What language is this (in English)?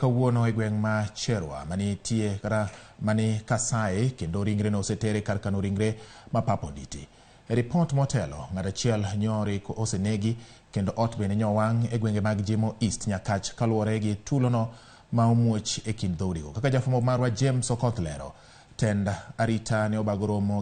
Luo (Kenya and Tanzania)